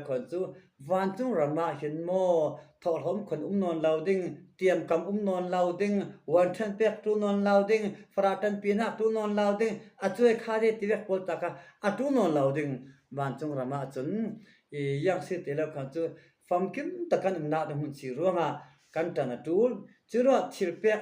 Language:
Falam Chin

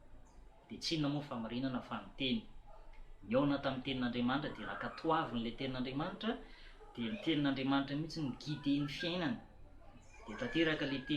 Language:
Malagasy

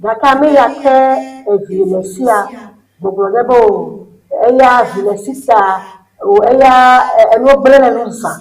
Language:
Ewe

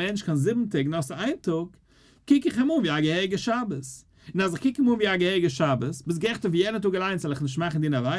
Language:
Yiddish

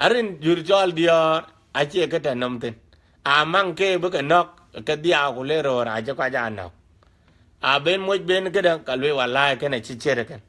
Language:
Dinka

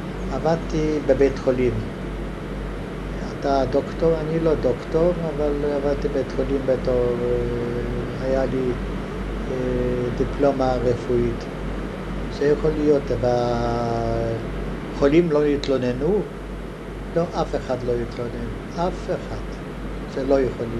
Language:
Hebrew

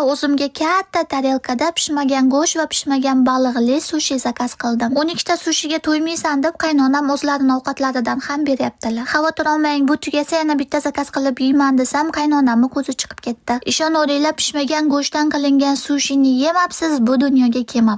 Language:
Uzbek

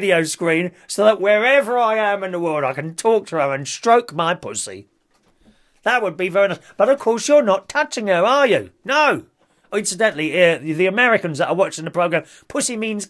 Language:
English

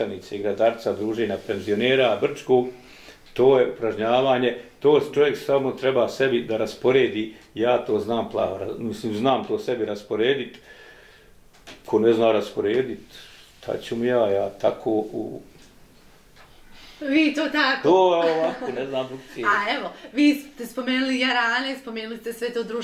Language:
Bosnian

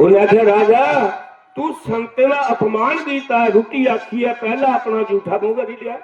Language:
Dogri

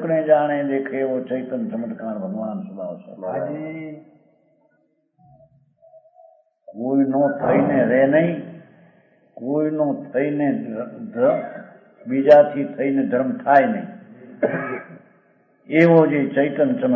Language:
Gujarati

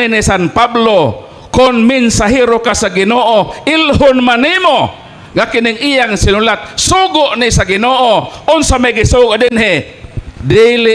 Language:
Cebuano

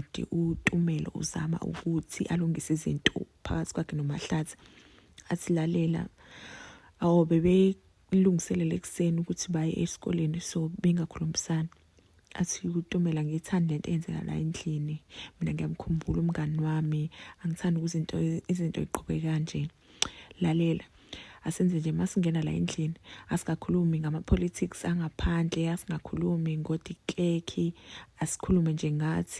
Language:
Zulu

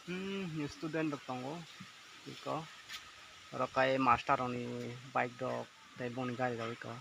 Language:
Kok Borok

